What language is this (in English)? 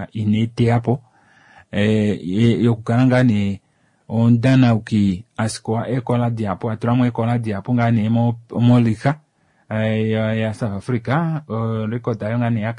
Kuanyama